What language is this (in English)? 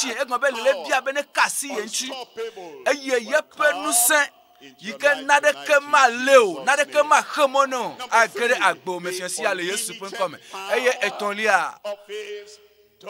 Ewe